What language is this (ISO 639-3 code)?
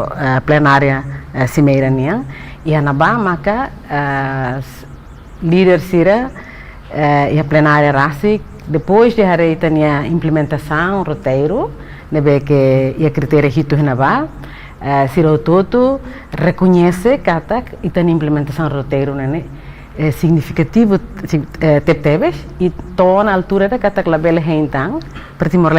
tet